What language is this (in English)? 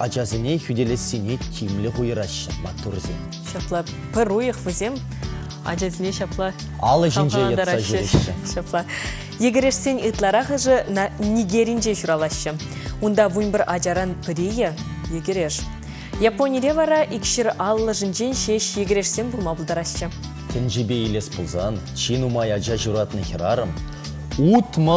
Chuvash